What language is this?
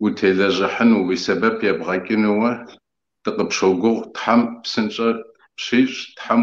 Kabardian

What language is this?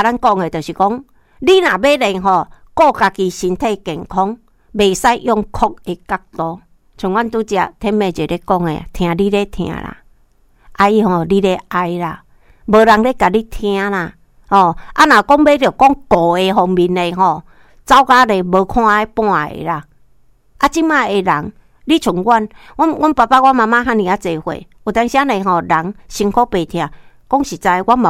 Min Nan Chinese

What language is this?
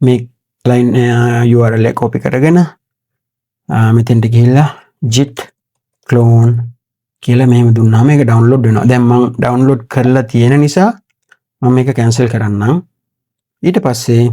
Sinhala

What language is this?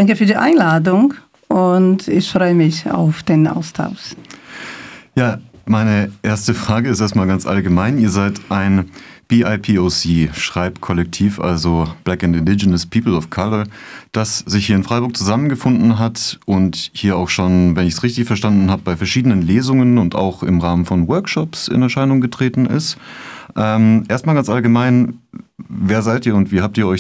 German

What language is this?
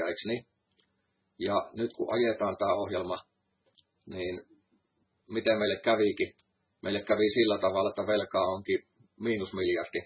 Finnish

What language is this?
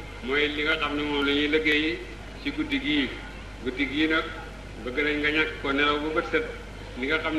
Wolof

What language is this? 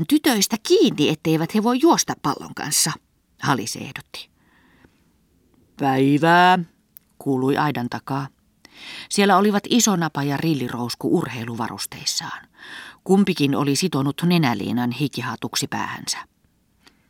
Finnish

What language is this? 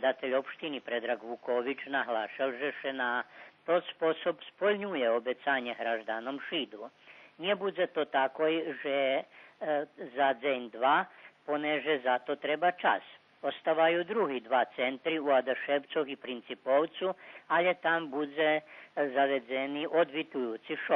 Rusyn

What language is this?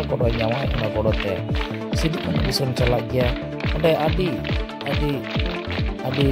Santali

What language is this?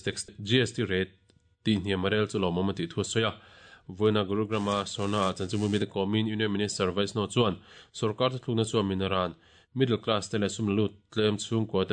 Mizo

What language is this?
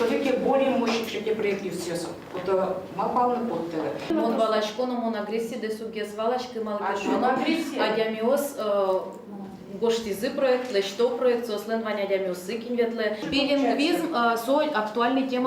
Udmurt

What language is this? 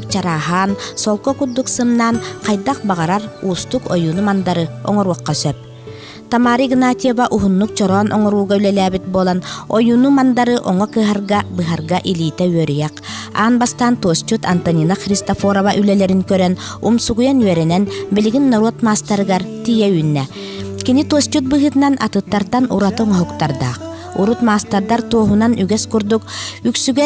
Yakut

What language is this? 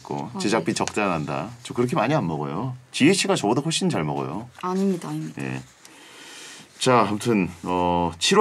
Korean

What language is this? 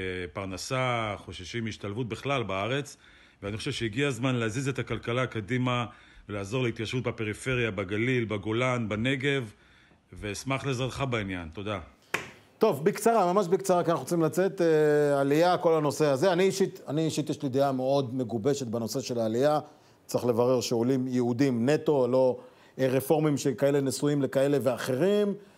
Hebrew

